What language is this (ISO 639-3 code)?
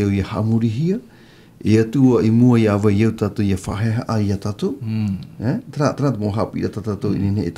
tah